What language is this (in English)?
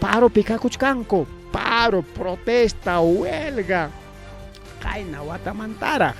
Ayacucho Quechua